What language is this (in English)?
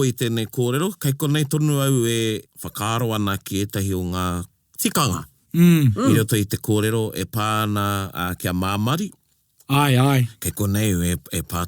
Māori